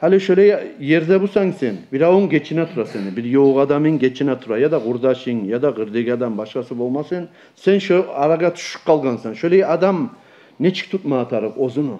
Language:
Kumyk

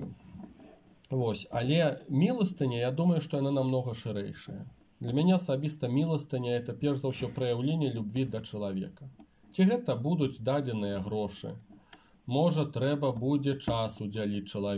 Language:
Belarusian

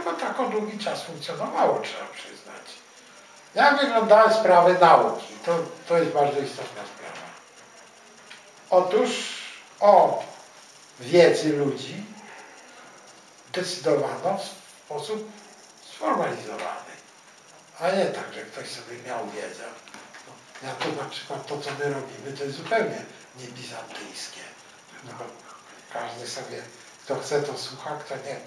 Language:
Polish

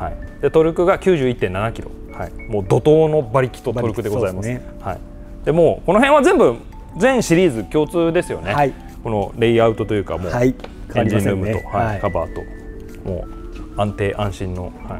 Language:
Japanese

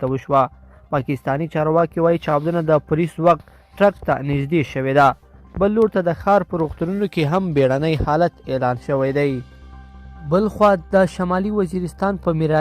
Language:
Pashto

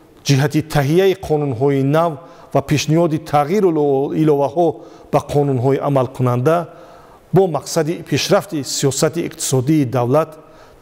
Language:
Tajik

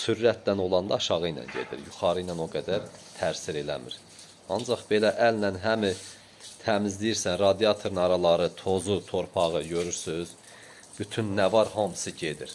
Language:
Azerbaijani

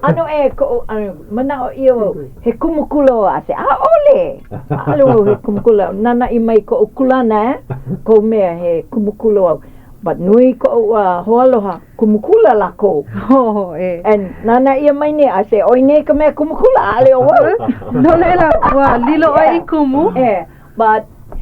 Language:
Hawaiian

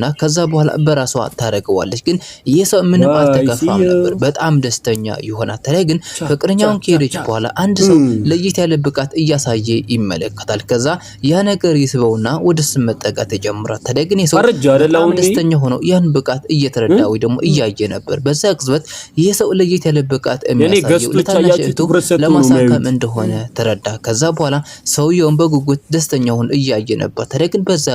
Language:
Amharic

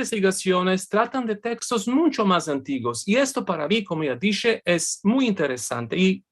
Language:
Ladino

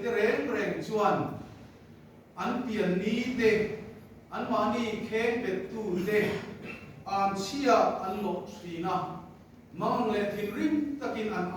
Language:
Mizo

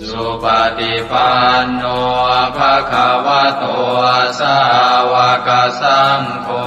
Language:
Pali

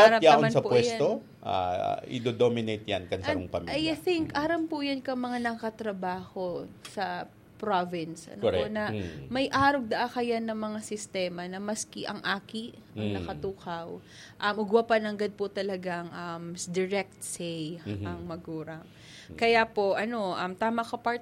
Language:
Bikol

